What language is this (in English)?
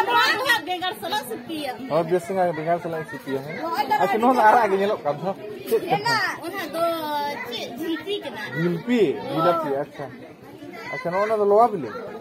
Santali